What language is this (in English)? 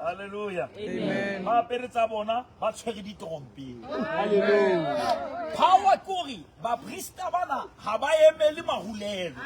Southern Sotho